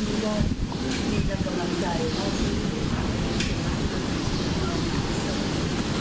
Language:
Thai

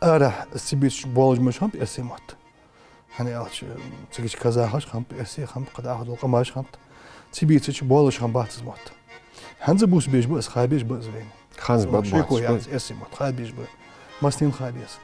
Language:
Ingush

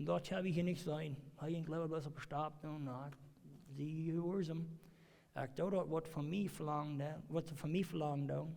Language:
Plautdietsch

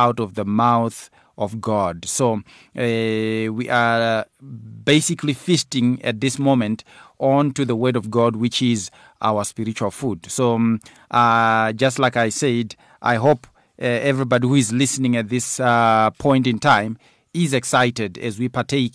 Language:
English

